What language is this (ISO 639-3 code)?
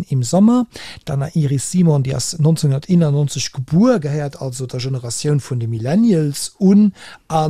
ltz